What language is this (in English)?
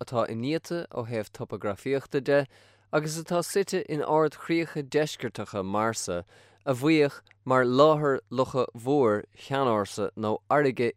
Irish